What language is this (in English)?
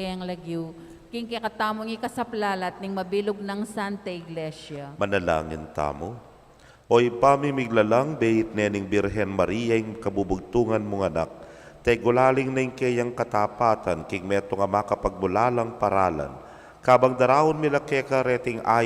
Pampanga